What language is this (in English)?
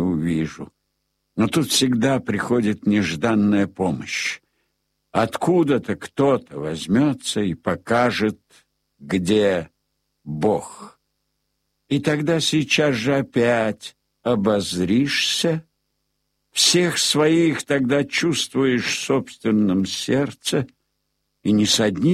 Russian